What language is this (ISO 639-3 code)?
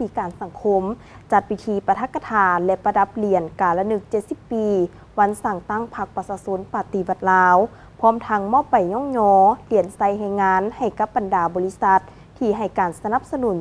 lao